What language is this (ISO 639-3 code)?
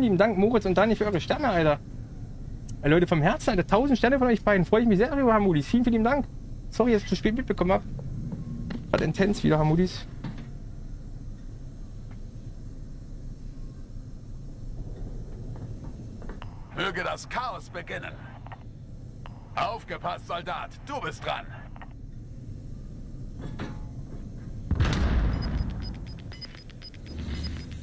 deu